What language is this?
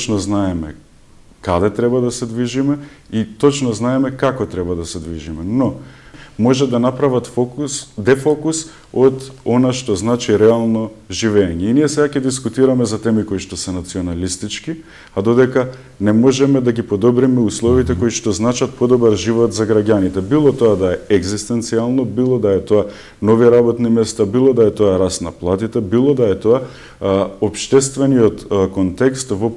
Macedonian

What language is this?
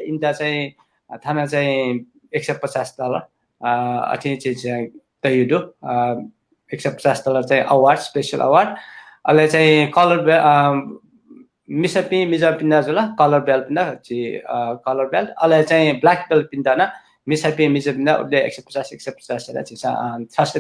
Newari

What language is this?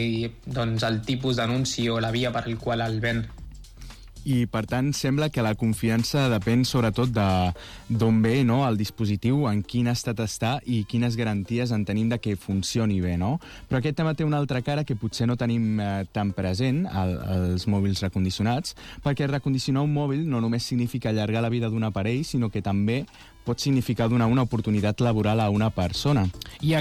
Catalan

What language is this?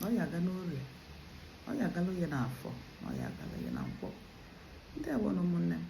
Igbo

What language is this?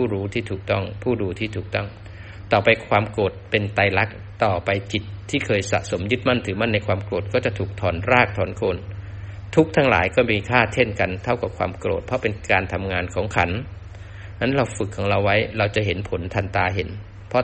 Thai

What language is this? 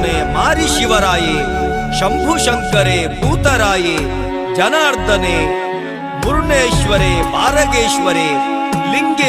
Tulu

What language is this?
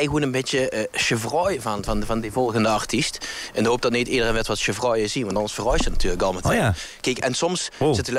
Limburgish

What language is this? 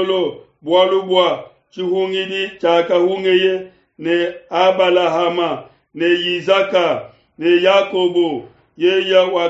Luba-Lulua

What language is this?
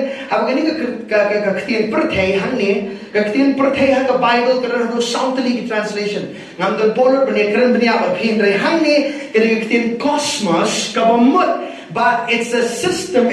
Khasi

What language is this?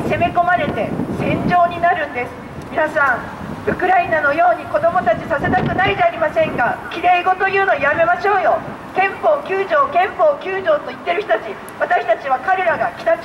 Japanese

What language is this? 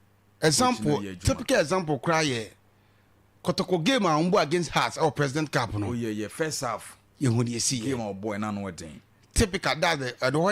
Akan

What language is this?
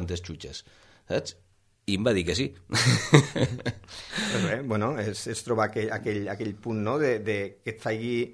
Catalan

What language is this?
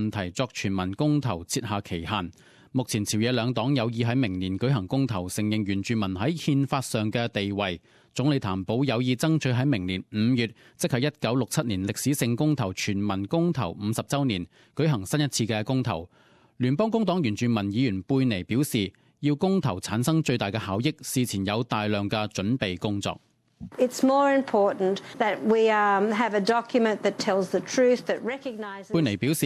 Cantonese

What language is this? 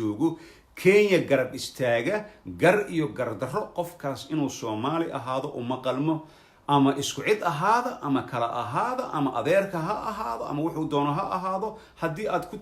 Somali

